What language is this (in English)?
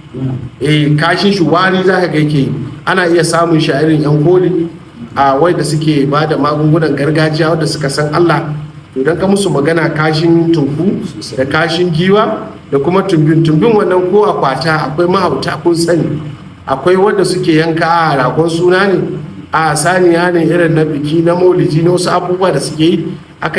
Hausa